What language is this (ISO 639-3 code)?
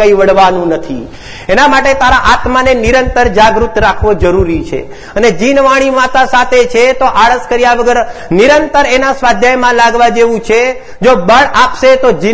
guj